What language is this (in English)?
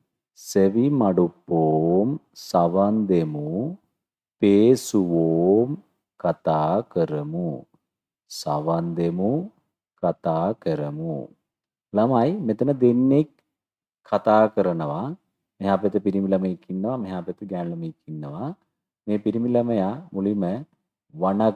Sinhala